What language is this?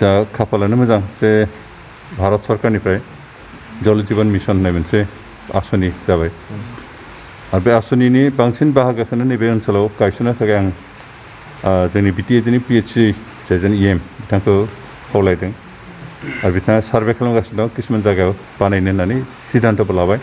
Bodo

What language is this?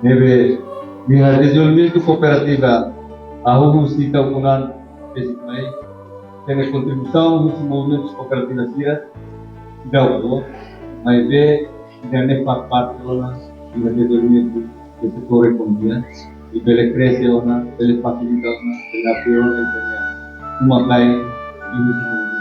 Tetum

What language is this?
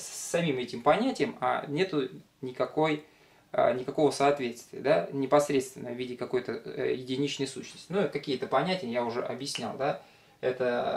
Russian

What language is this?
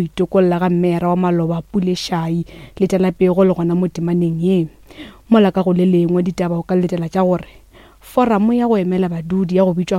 Northern Sotho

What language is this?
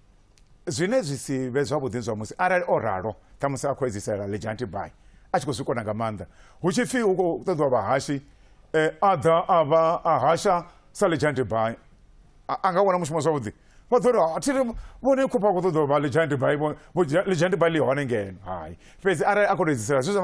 Venda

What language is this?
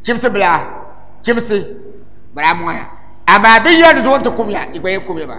Dagbani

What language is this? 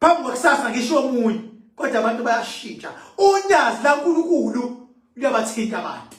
Zulu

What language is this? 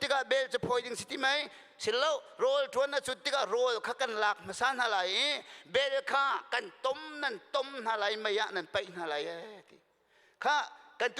Hakha Chin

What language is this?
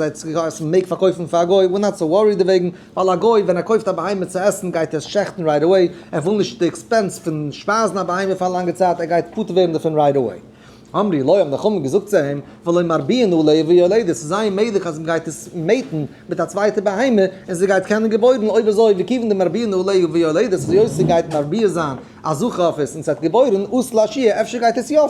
Yiddish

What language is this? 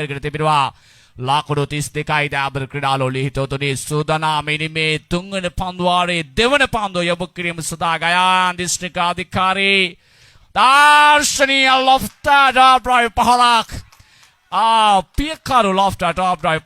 Sinhala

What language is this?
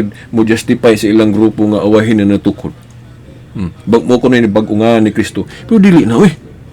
Cebuano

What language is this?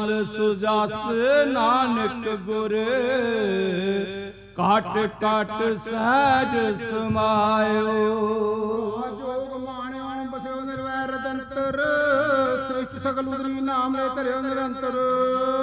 Punjabi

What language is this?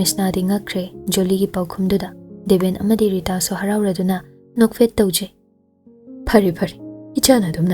Manipuri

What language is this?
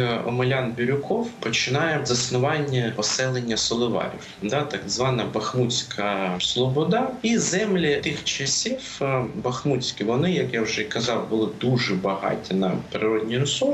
Ukrainian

